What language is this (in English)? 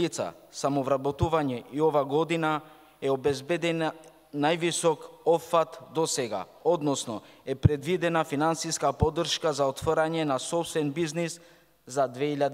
Macedonian